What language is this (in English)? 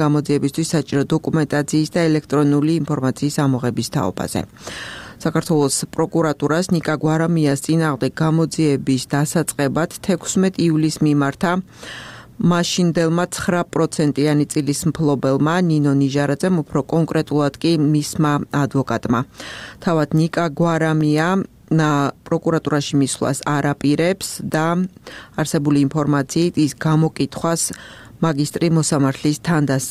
Georgian